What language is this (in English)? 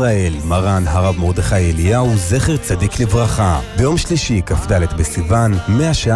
Hebrew